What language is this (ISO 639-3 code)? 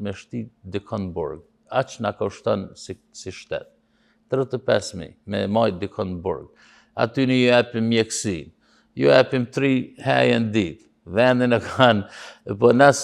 sqi